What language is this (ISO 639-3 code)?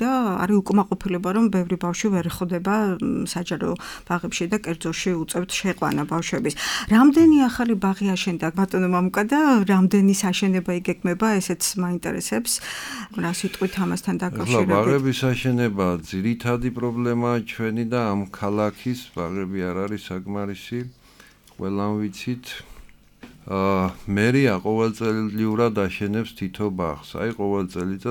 kat